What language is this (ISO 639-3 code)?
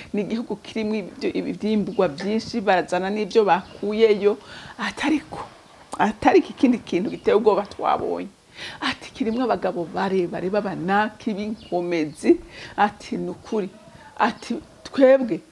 run